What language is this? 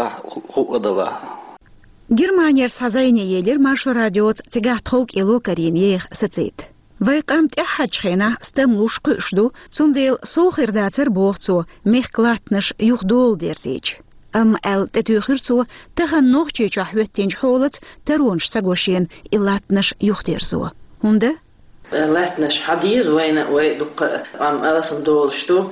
Chechen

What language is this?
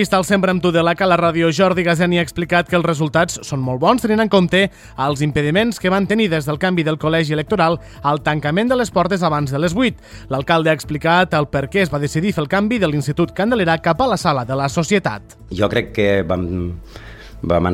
Catalan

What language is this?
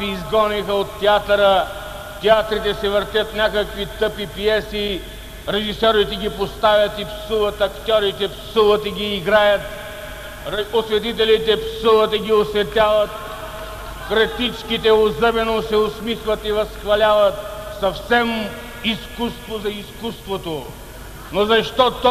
Bulgarian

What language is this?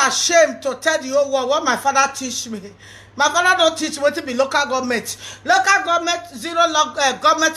Nigerian Pidgin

